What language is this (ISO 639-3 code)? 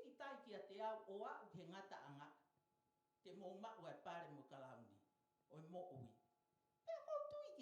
ton